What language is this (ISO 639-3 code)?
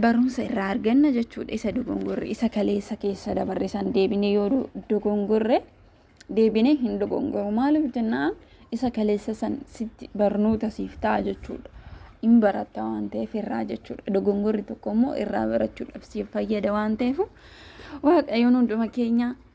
orm